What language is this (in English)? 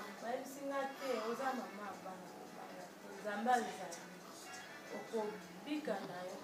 Lingala